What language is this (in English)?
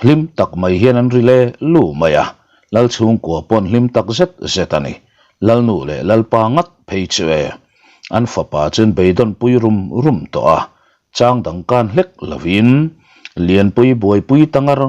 Mizo